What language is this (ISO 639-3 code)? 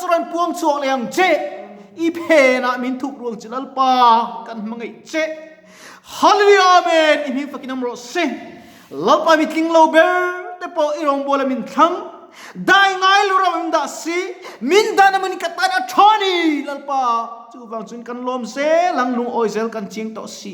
lus